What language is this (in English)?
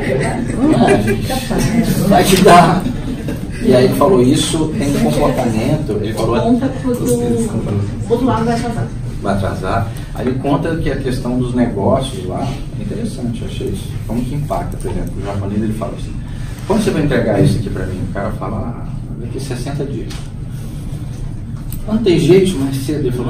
Portuguese